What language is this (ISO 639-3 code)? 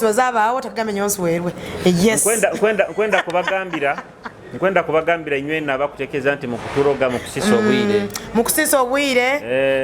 nyo